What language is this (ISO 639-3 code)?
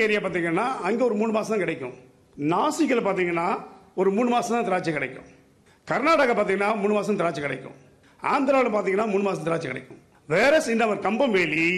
tam